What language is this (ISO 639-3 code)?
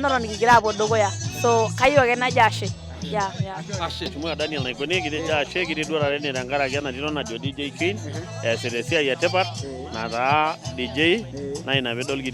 mas